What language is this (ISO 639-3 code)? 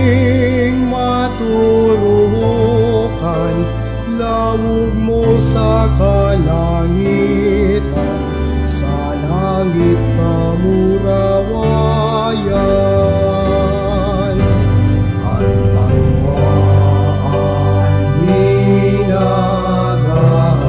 bik